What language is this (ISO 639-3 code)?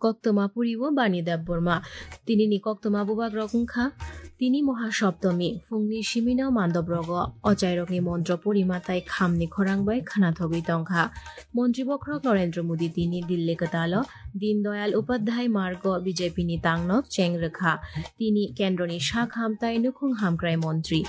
trp